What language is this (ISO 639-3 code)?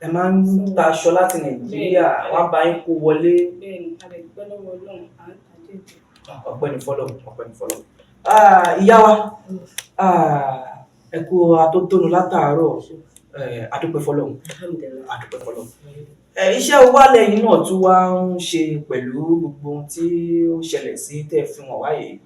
yor